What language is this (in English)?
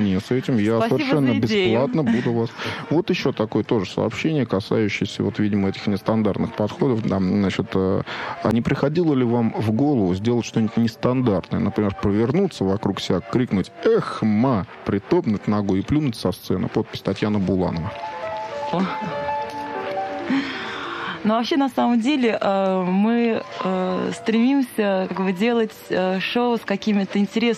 Russian